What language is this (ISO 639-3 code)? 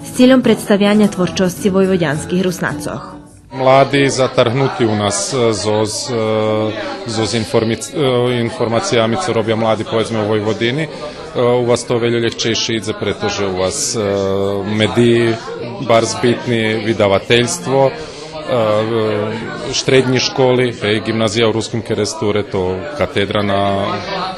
rue